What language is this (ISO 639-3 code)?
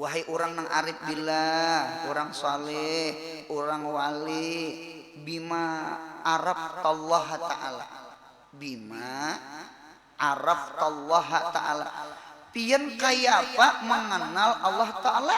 bjn